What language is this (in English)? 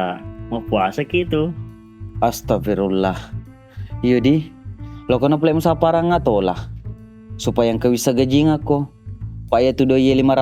Buginese